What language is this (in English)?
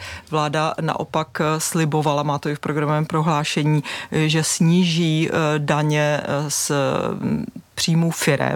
Czech